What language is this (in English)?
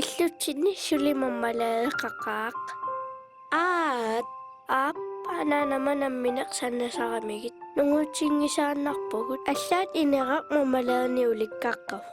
Kalaallisut